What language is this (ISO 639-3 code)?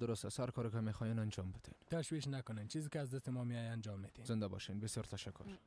fas